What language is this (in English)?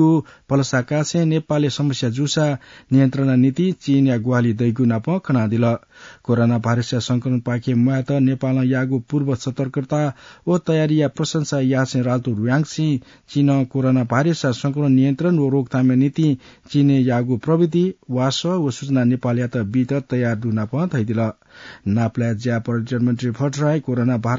Newari